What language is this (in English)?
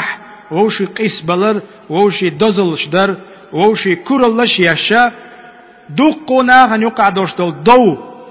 Chechen